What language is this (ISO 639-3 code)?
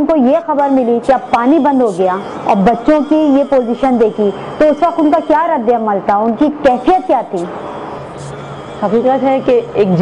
urd